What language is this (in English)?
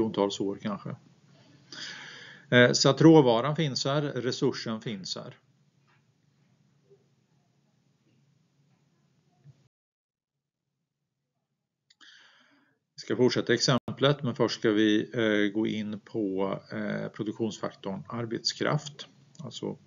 Swedish